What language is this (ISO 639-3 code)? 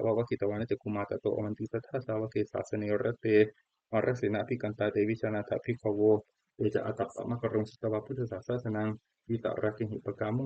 pli